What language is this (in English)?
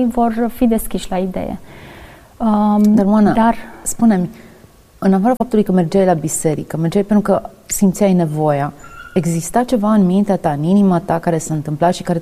Romanian